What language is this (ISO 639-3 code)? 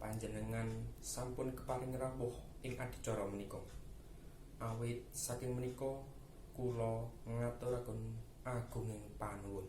jav